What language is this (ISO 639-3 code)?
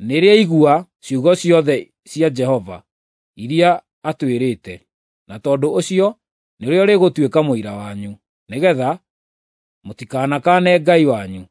kik